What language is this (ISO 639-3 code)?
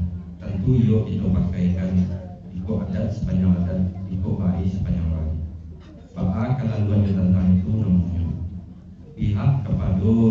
min